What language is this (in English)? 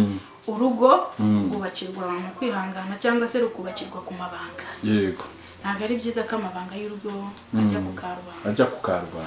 Kinyarwanda